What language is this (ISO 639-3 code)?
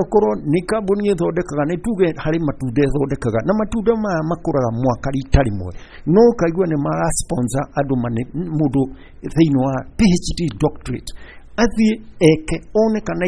kik